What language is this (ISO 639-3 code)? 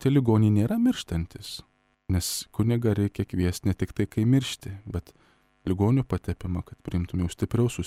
lit